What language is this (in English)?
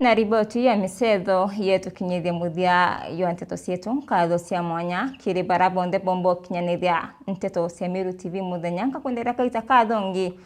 Meru